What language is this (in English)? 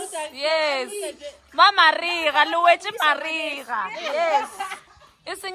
Northern Sotho